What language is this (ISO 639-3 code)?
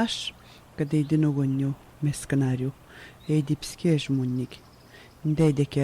atj